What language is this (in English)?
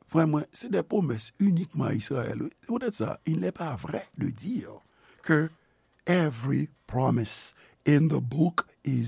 Haitian Creole